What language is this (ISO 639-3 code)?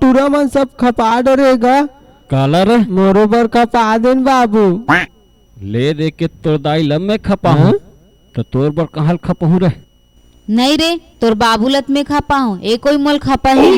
hne